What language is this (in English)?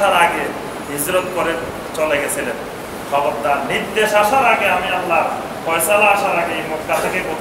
Bangla